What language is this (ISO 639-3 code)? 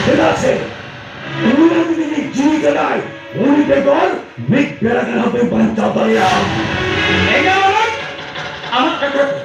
sat